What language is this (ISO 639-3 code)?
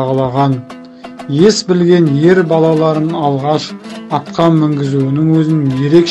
kaz